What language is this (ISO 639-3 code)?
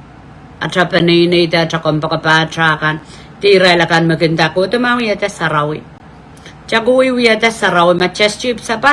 pon